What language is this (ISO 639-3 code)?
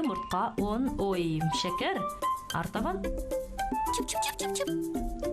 bak